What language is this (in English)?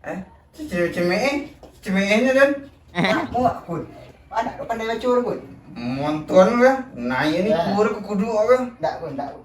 Minangkabau